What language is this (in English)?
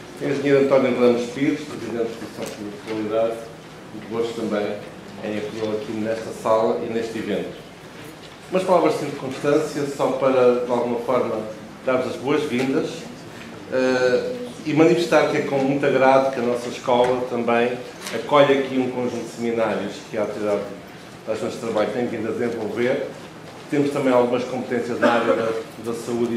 Portuguese